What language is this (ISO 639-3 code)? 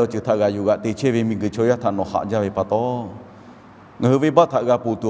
lhu